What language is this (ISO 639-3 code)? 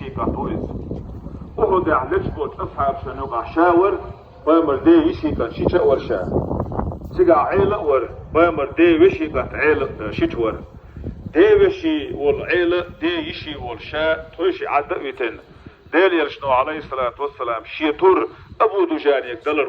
che